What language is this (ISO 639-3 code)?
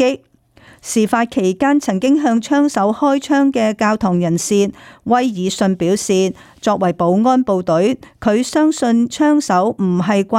yue